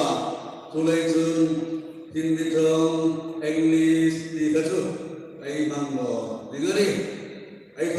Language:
Hmar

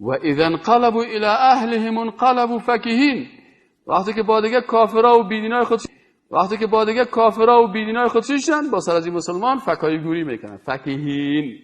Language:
Persian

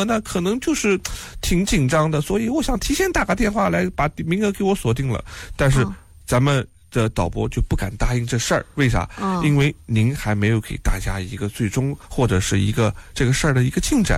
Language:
Chinese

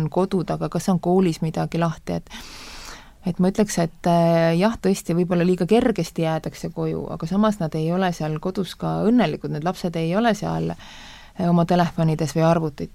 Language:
Estonian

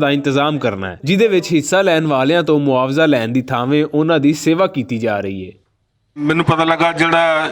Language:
Western Panjabi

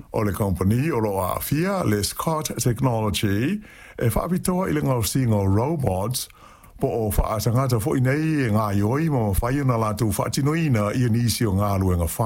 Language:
Samoan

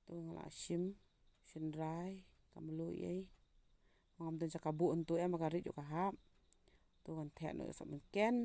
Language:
Khasi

